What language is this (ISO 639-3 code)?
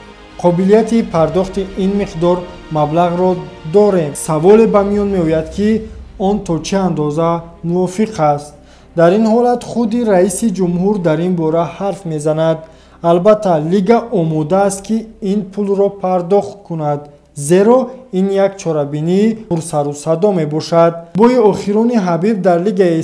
tgk